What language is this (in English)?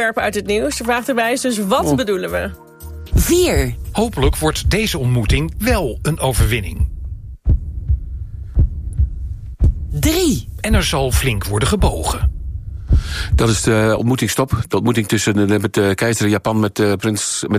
Dutch